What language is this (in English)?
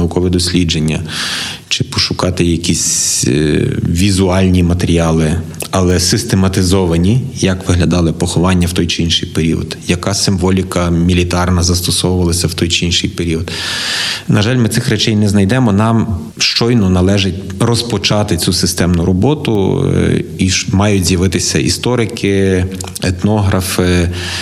Ukrainian